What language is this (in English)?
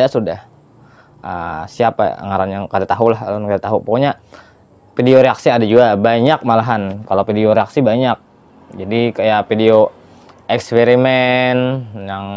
Banjar